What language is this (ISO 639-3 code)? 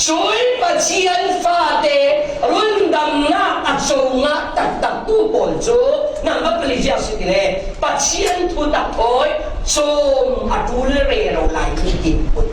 cfm